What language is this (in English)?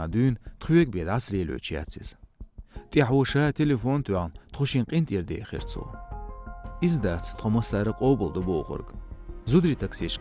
Chechen